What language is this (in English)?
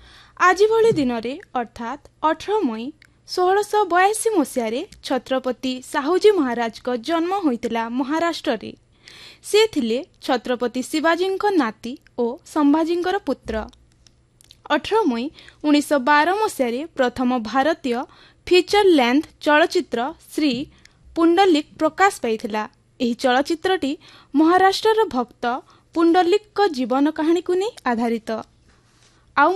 Odia